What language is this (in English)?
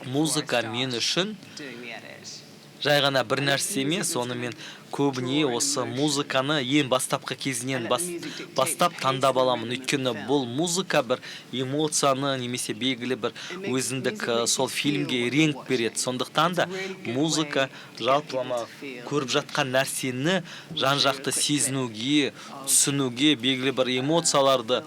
Kazakh